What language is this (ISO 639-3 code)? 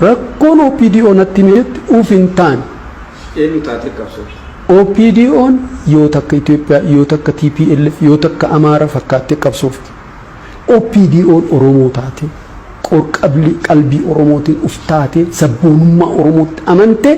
orm